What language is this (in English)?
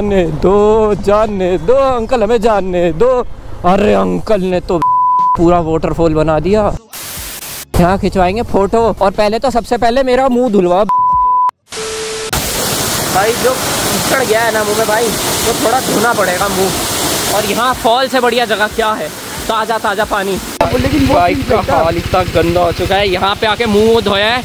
Hindi